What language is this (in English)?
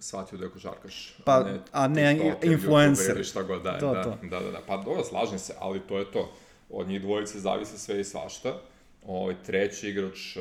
Serbian